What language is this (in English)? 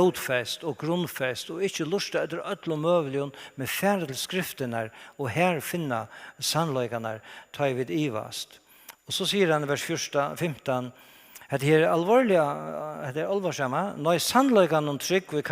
Faroese